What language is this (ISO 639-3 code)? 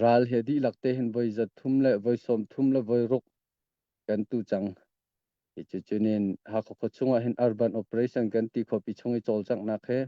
cnh